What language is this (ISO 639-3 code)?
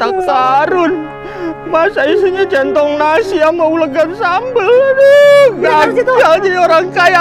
bew